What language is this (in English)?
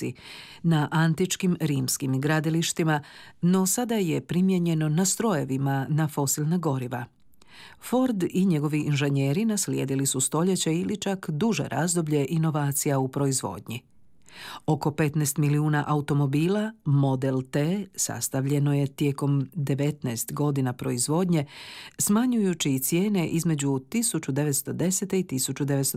Croatian